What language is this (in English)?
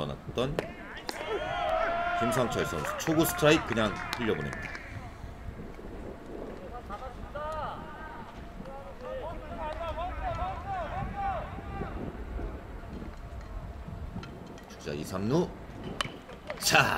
Korean